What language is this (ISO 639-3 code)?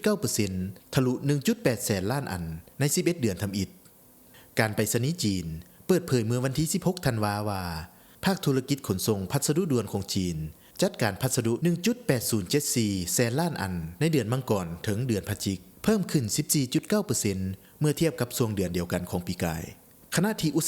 lao